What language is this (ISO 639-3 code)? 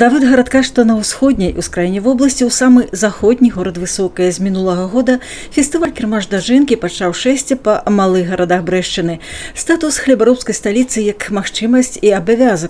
bel